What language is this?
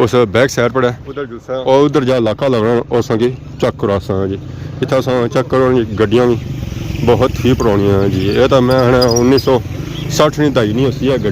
Pahari-Potwari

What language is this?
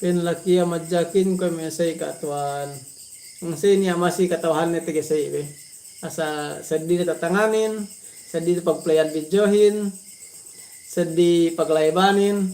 Yakan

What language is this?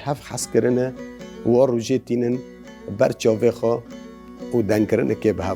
Kurdish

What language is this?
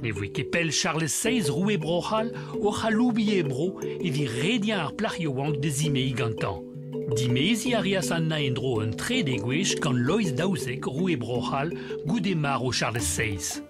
Breton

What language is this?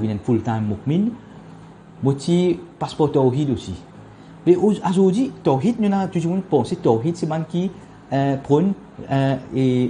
Morisyen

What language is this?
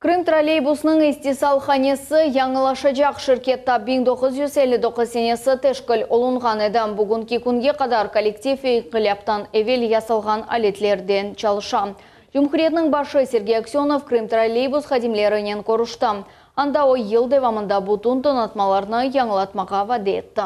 Crimean Tatar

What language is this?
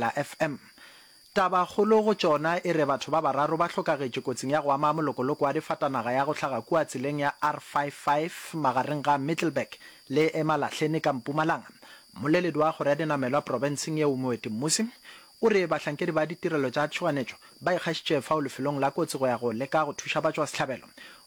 Northern Sotho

